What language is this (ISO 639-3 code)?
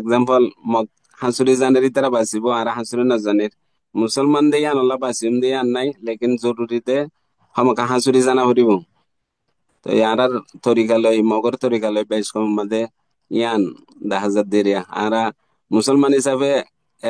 rhg